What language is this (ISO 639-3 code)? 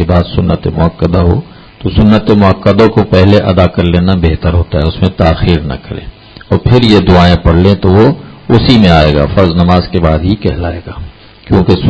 urd